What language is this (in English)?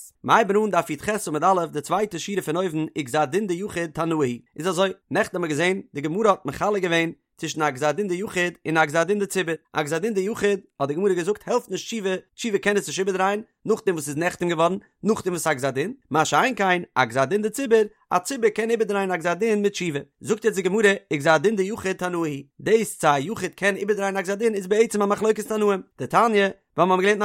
Yiddish